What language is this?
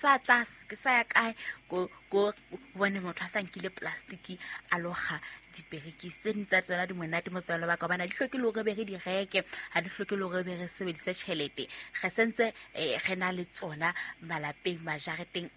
Southern Sotho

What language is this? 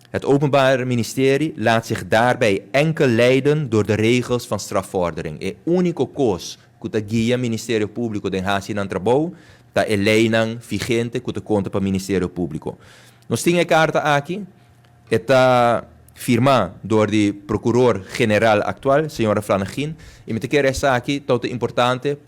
Papiamento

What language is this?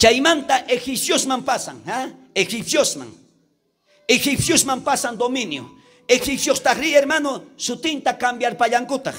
South Bolivian Quechua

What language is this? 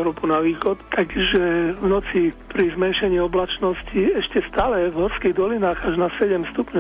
Slovak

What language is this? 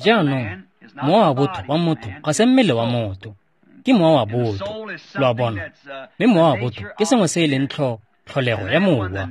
Tswana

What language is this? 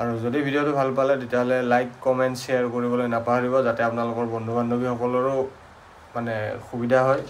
Assamese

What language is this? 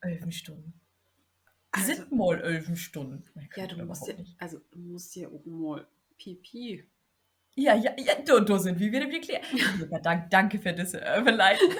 Low German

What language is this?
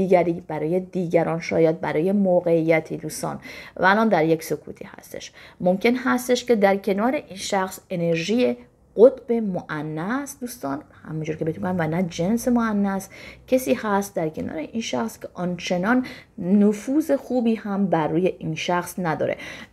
Persian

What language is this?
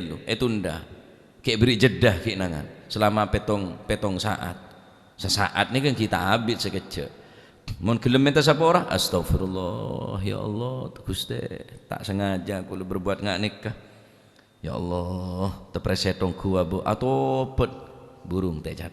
Madurese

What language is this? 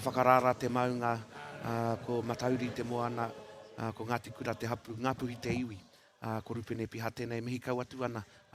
Māori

